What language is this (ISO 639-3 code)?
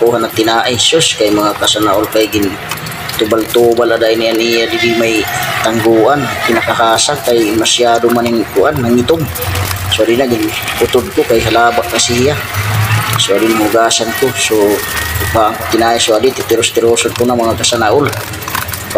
war